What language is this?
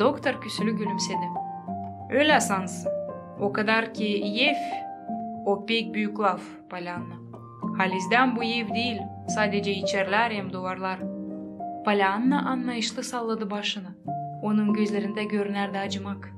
Gagauz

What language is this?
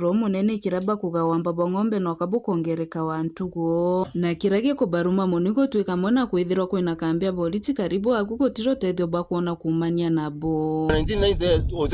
Meru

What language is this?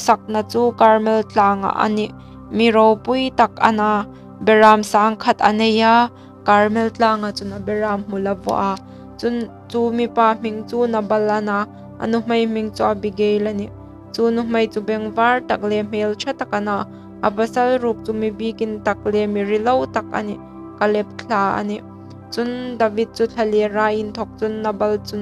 Hmar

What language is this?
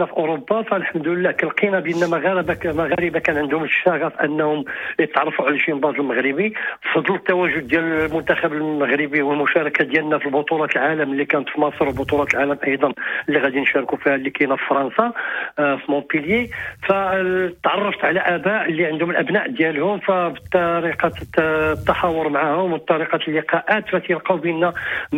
Moroccan Arabic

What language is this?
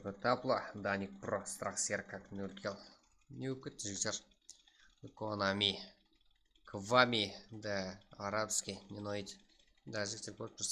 Kara-Kalpak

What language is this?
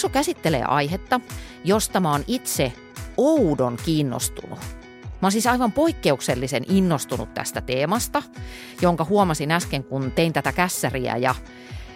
Finnish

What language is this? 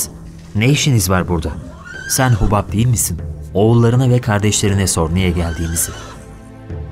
Turkish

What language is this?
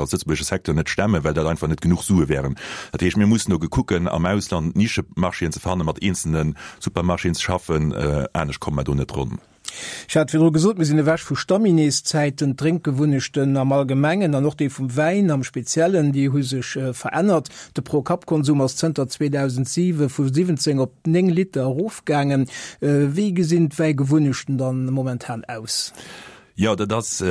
Luxembourgish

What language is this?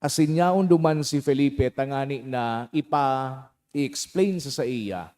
Bikol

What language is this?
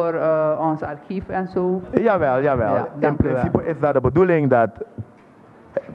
Dutch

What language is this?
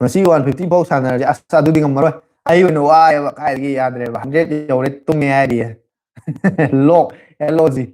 Manipuri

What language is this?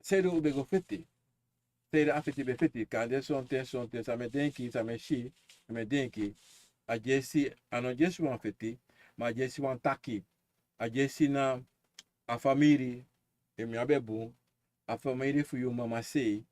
Sranan Tongo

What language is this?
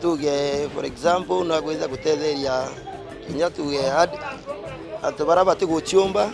Meru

